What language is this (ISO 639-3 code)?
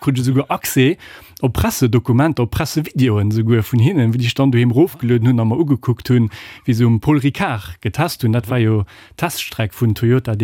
ltz